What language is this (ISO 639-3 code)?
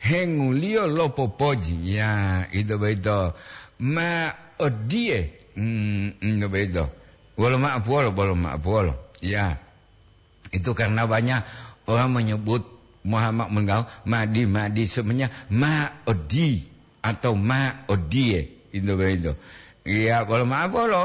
gor